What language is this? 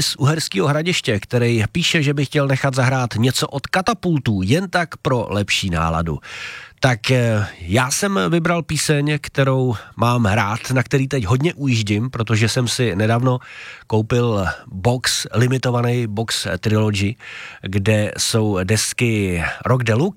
Czech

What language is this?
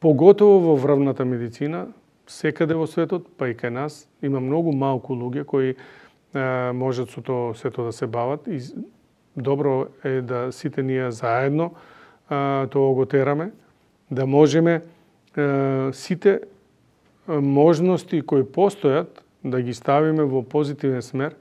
Macedonian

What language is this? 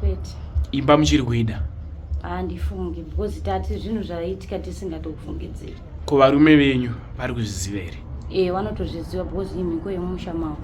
Shona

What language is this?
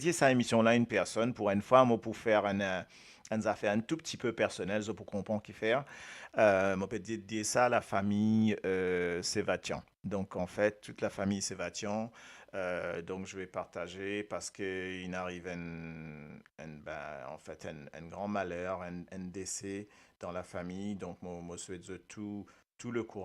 Morisyen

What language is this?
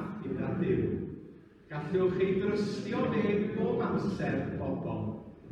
Welsh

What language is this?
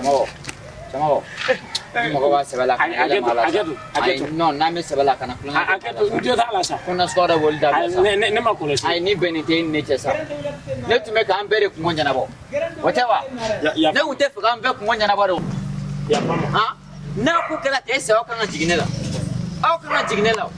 Bambara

